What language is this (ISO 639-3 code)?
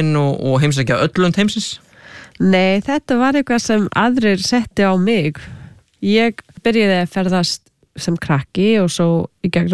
isl